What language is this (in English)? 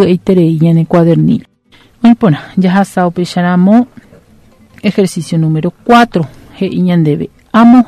Guarani